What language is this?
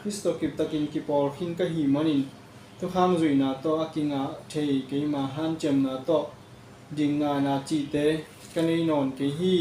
Tedim Chin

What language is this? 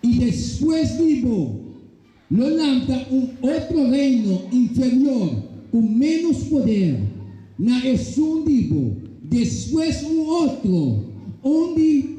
Papiamento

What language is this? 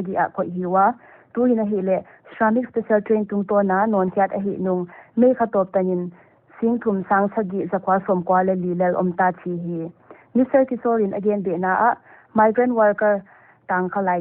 Paite Chin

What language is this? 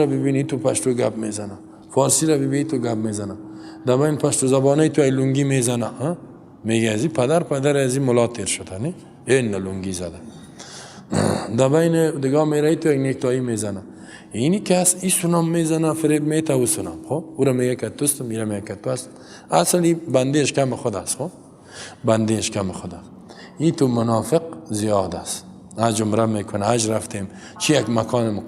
Persian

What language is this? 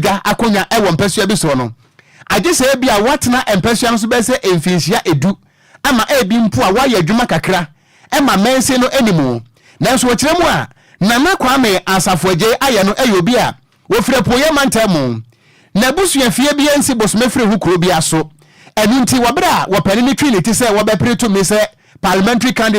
Akan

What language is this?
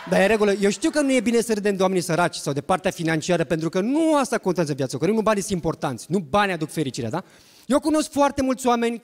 Romanian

